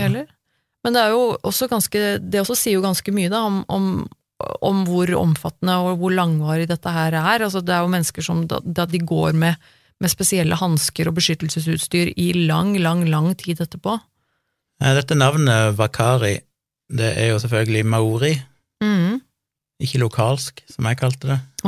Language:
Norwegian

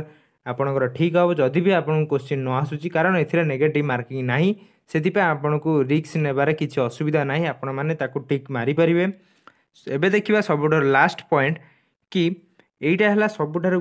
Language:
Odia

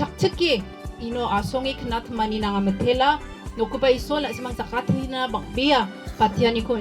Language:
Garo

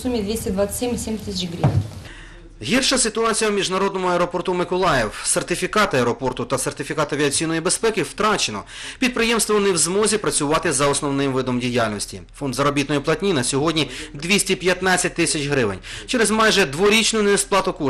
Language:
Ukrainian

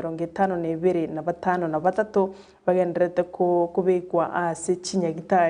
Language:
Gusii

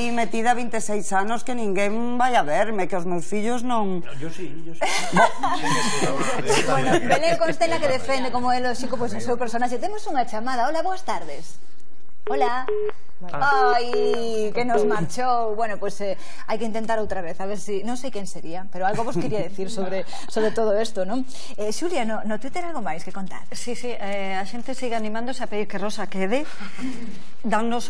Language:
Galician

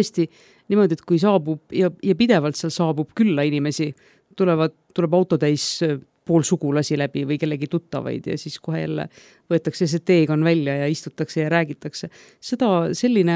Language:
Estonian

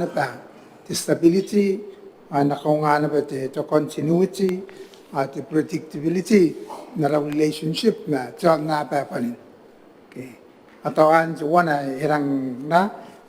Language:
Gilbertese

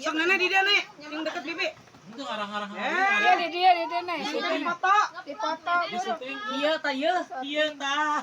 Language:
Sundanese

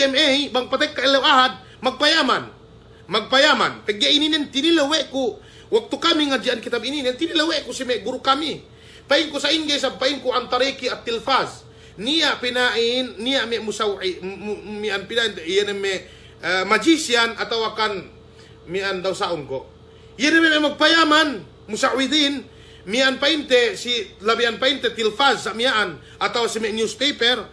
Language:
Yakan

